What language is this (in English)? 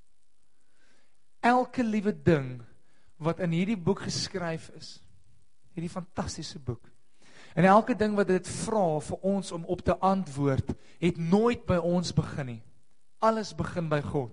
Afrikaans